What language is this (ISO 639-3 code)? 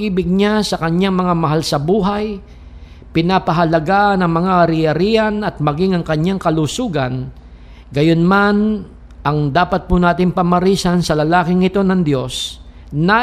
fil